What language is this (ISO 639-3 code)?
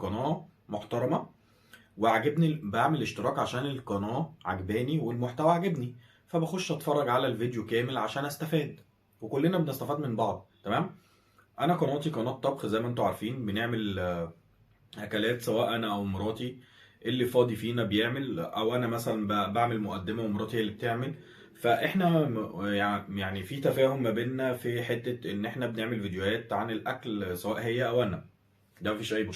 arz